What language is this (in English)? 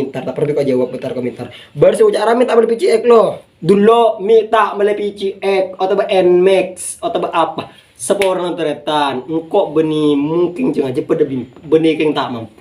Madurese